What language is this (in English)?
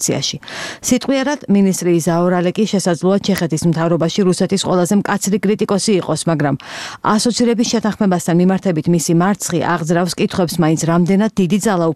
Georgian